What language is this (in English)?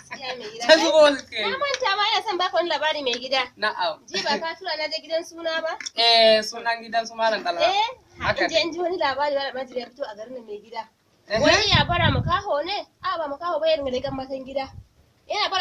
Hausa